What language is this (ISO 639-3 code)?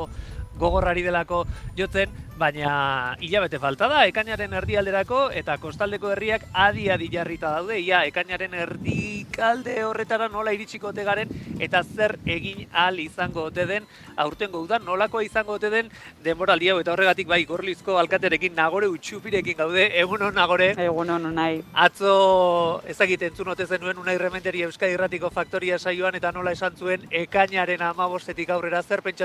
eus